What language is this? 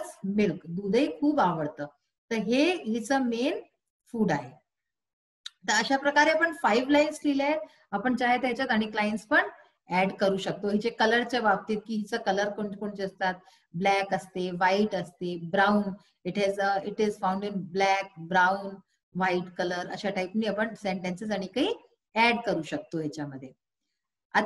Marathi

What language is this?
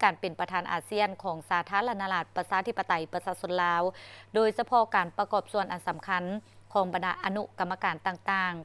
Lao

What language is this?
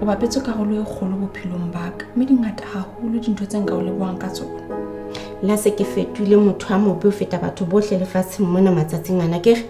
Southern Sotho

